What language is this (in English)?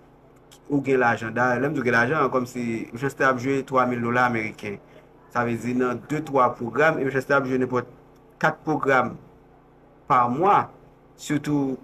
Haitian Creole